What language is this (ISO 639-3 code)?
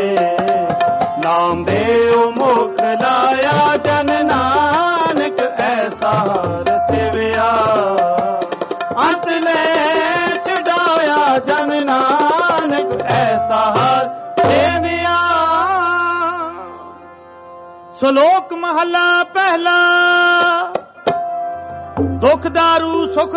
pan